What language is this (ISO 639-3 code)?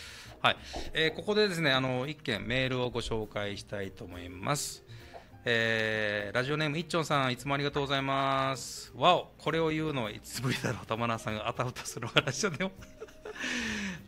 jpn